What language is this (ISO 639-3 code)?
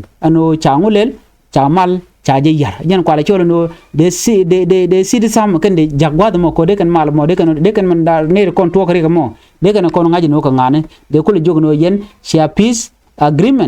nus